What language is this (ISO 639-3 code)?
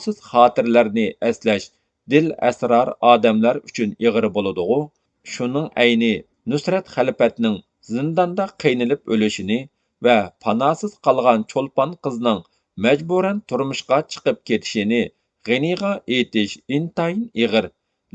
uig